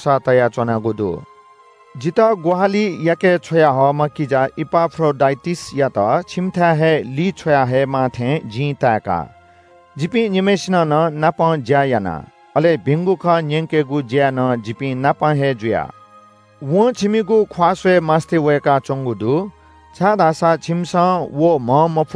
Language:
Newari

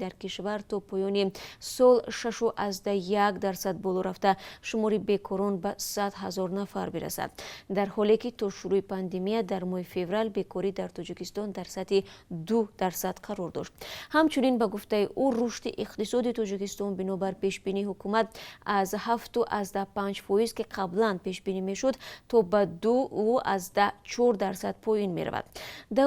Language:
Tajik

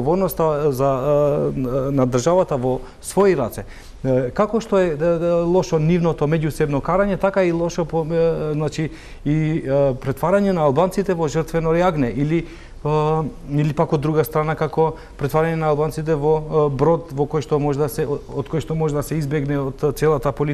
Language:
Macedonian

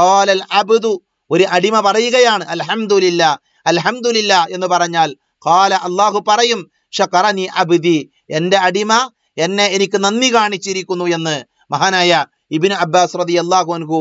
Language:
Malayalam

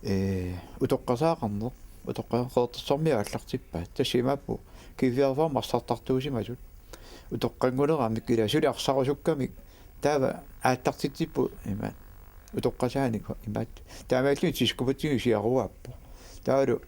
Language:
Kalaallisut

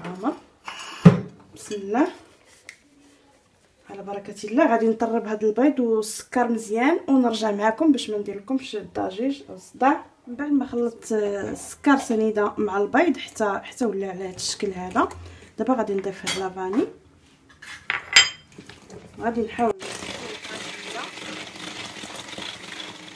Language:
Moroccan Arabic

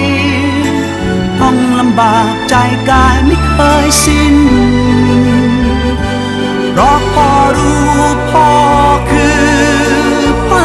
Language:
Thai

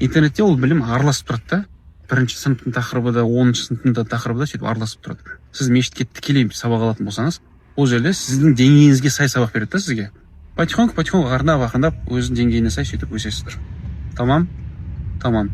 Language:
Kazakh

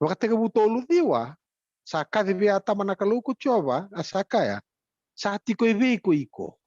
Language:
Fijian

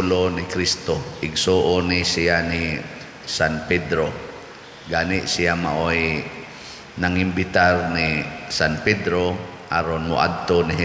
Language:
Cebuano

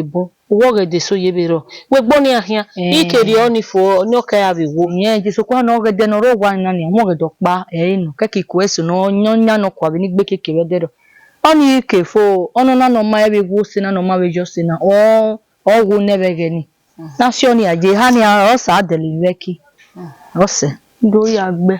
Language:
Bini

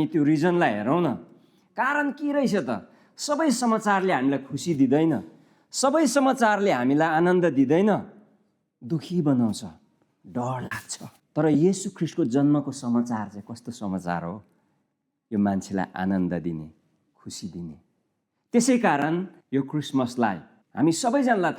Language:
Nepali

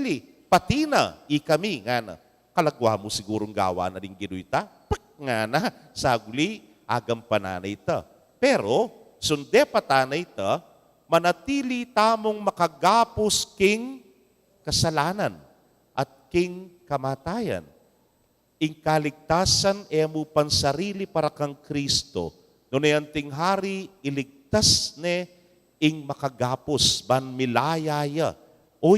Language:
Pampanga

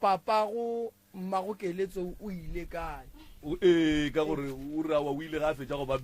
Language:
Northern Sotho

